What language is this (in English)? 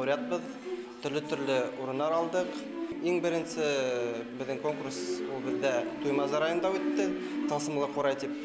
Bashkir